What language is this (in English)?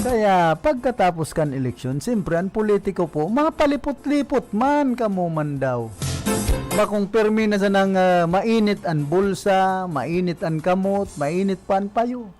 Bikol